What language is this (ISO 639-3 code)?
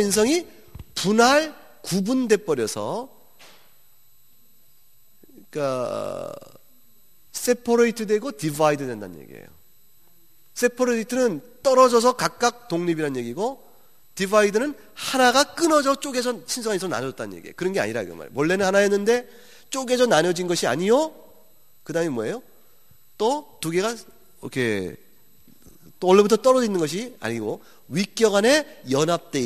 kor